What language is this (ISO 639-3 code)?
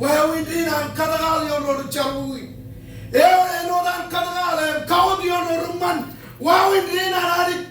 mah